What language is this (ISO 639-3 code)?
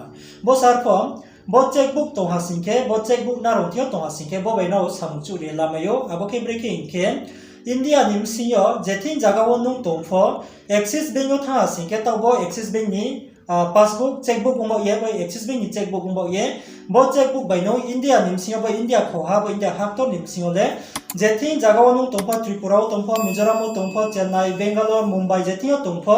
ria